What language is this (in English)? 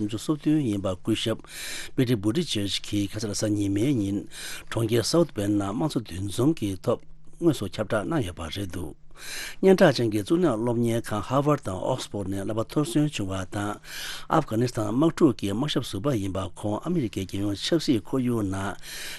Tibetan